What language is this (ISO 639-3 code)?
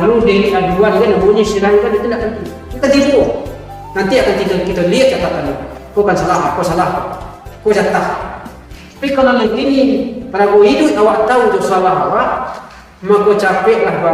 min